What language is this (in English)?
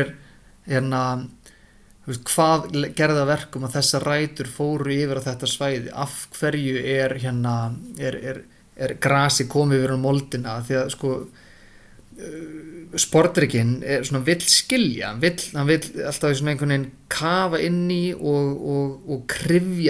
Icelandic